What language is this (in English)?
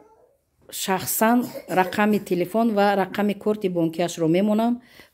Tajik